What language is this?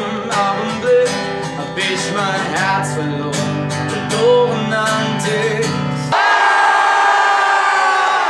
German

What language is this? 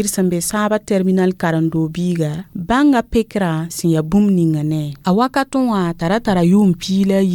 Mossi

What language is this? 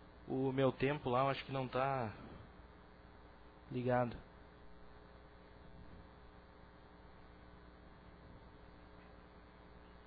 Portuguese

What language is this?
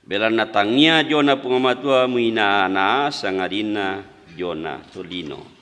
Toraja-Sa'dan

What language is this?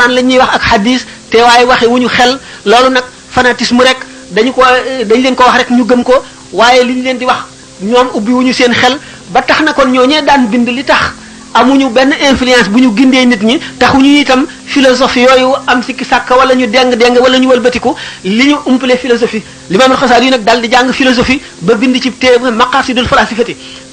Wolof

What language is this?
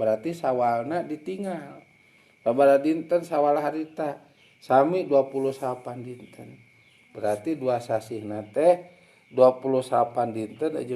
Sundanese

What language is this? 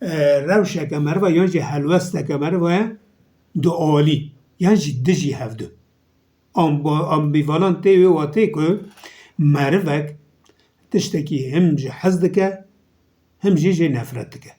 Kurdish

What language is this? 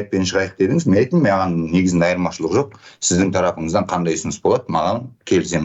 Kazakh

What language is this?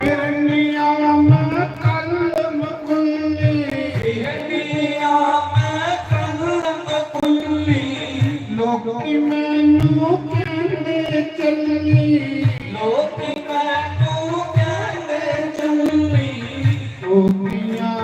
Dogri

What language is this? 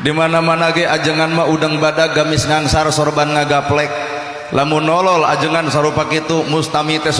Sundanese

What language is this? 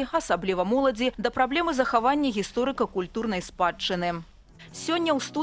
Belarusian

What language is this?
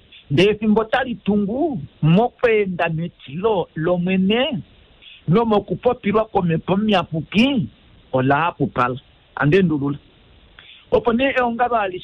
Kuanyama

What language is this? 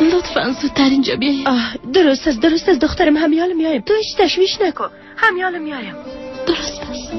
Persian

